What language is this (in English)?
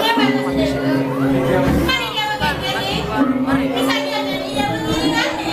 Balinese